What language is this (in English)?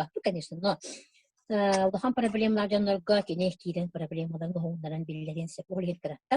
Yakut